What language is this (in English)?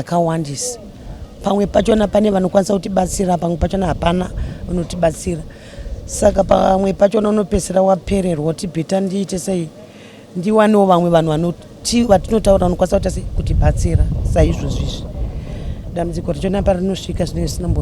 Shona